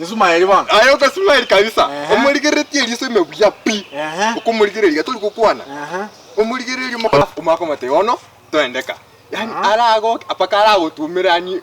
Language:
Gusii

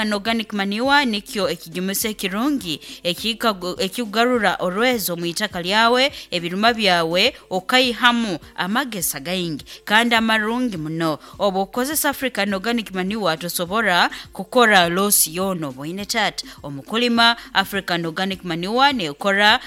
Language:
Nyoro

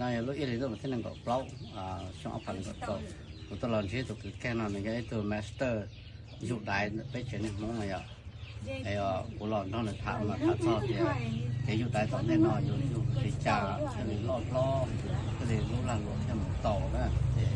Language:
Hmong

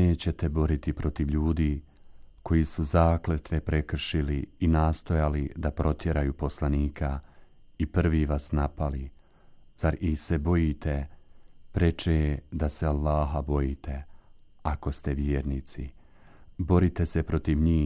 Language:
Bosnian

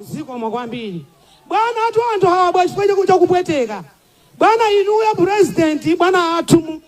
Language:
Nyanja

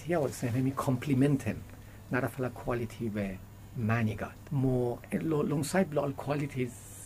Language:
Bislama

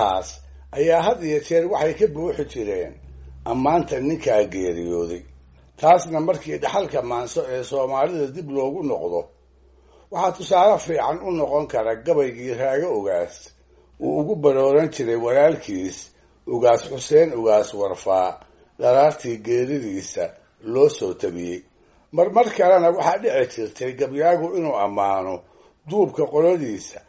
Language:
Somali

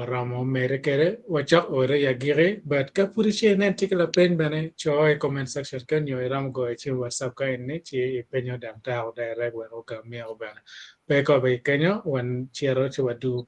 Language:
Acoli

